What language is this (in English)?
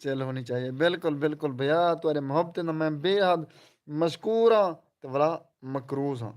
Saraiki